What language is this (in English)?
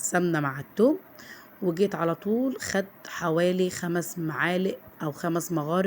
Egyptian Arabic